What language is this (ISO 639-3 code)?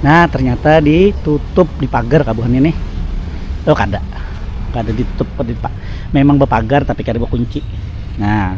bjn